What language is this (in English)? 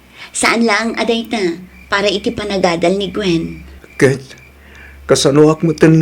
Iloko